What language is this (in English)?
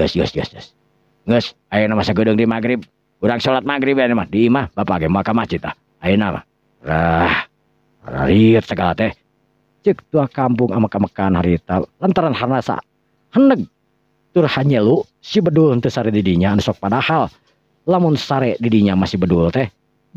Sundanese